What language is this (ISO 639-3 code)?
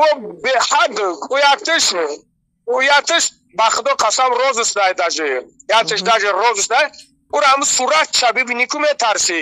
tgk